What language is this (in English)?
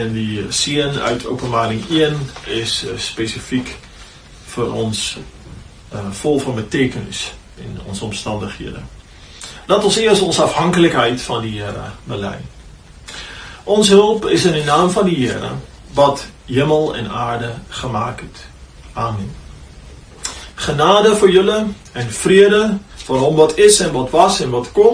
Afrikaans